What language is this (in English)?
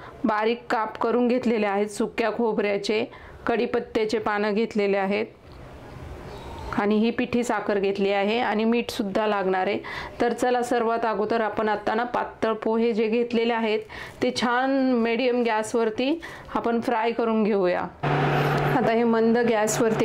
Marathi